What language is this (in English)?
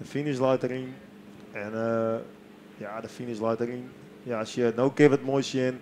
Western Frisian